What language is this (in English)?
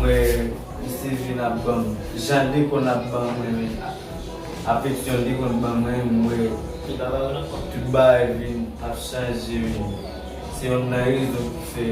Haitian Creole